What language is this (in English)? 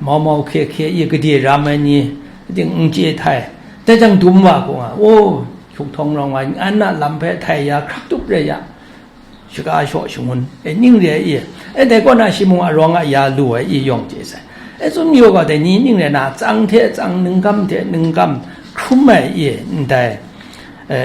Kachin